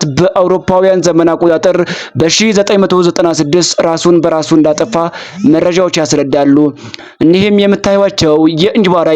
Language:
Amharic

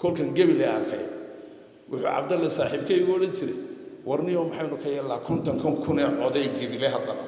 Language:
Somali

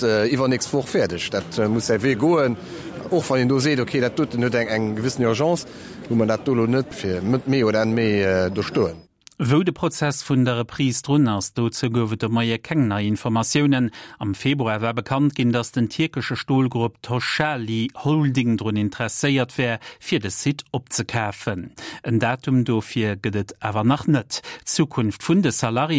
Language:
Luxembourgish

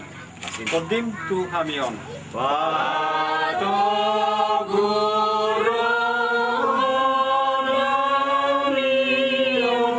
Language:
Batak Toba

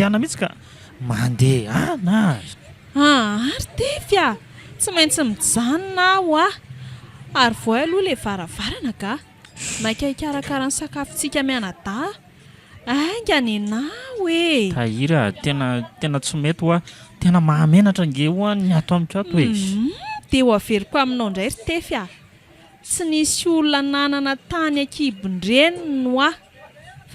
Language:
Malagasy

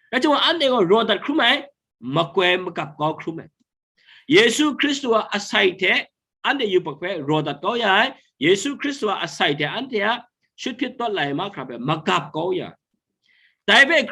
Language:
Kachin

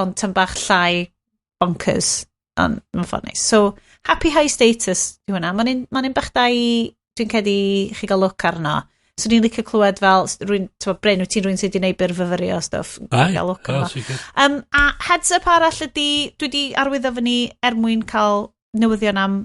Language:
Welsh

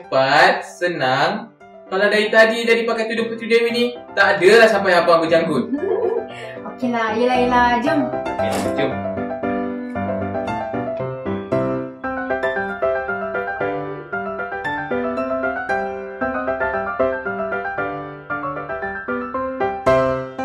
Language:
Malay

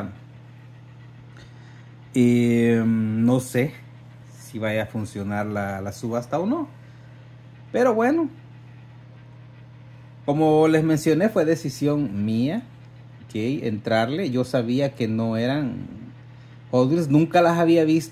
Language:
Spanish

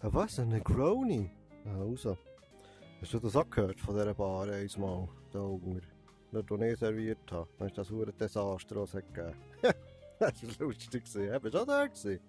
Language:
Swiss German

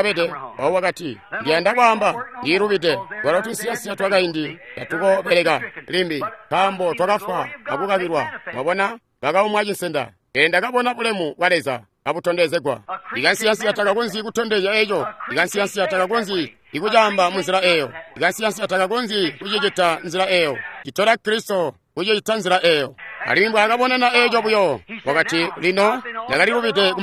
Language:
Tonga (Zambia)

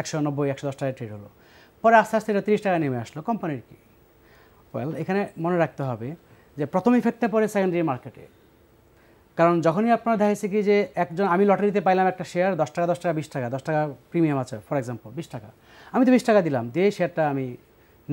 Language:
Bangla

